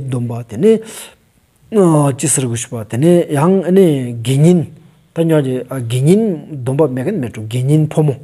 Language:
Stod Bhoti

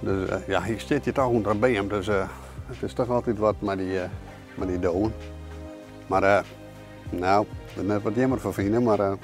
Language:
Western Frisian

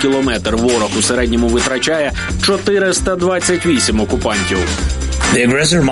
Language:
Ukrainian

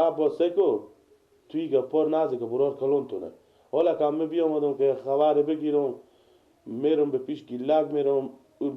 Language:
Persian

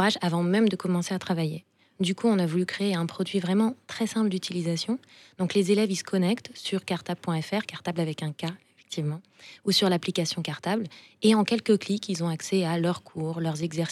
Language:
French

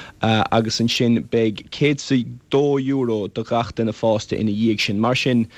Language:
Irish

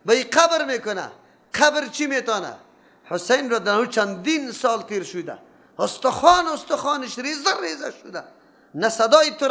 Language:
Persian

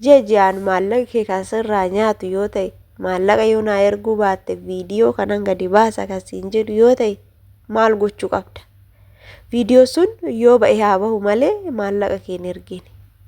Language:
Oromo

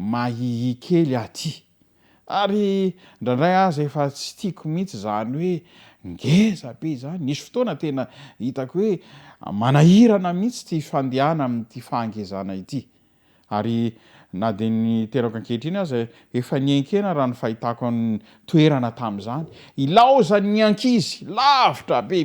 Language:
Malagasy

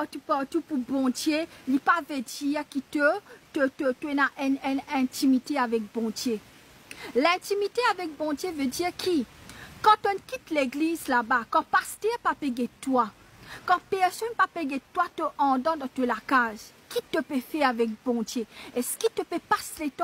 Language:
Morisyen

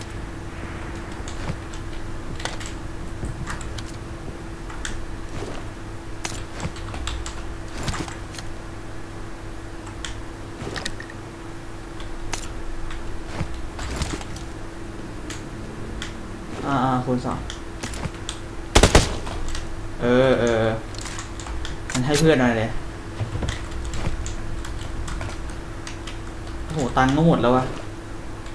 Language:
Thai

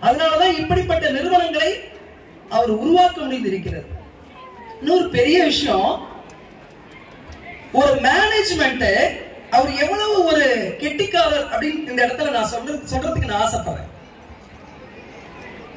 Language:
Tamil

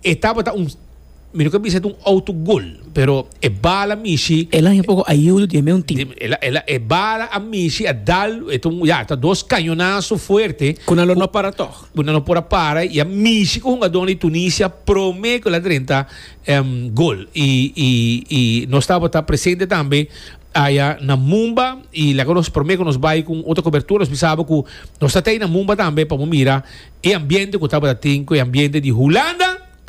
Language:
Papiamento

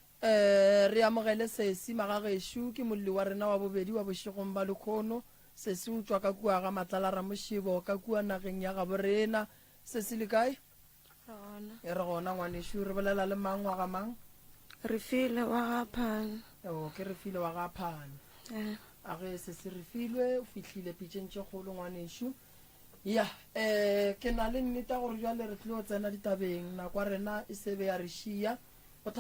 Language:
Northern Sotho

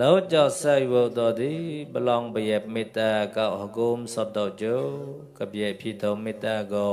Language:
Mon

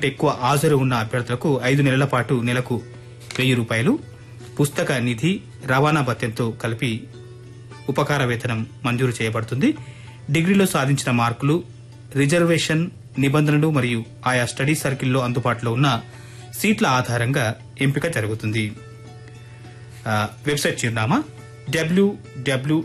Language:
Telugu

